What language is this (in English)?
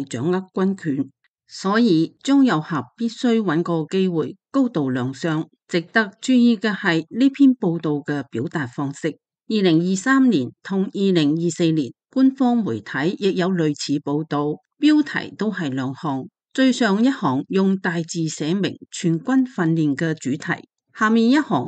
Cantonese